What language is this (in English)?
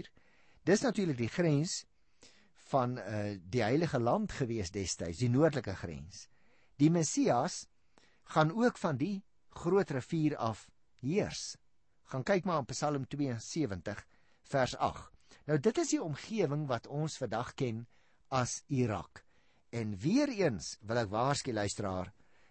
Afrikaans